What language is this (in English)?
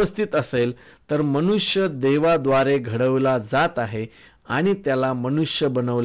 Marathi